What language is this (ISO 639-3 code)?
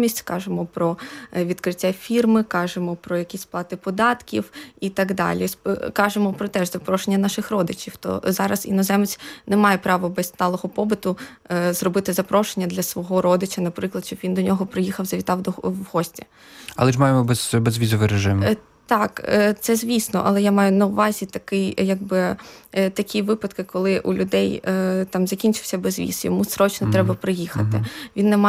ukr